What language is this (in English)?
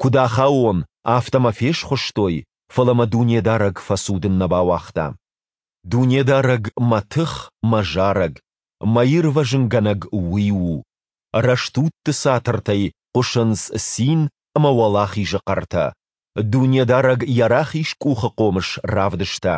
Ossetic